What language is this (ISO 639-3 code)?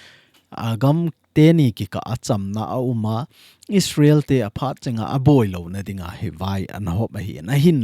tcz